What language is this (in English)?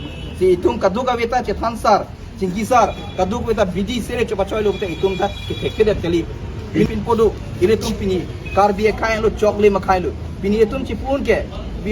Karbi